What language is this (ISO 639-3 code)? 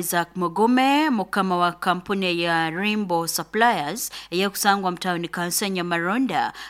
nyo